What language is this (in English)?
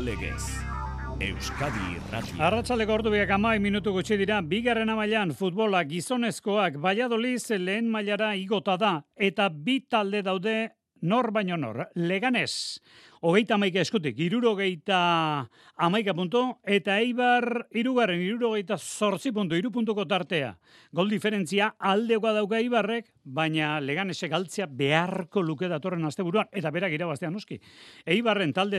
Basque